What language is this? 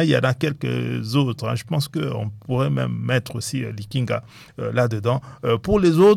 French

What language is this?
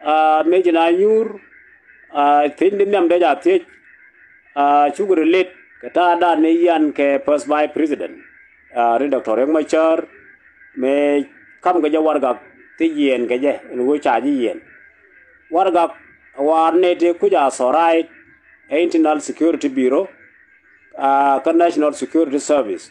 Nuer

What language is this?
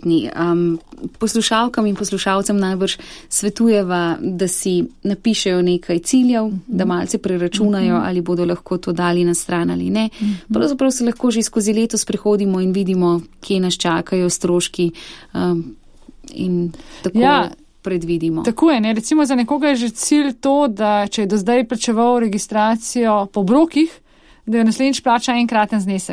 Slovenian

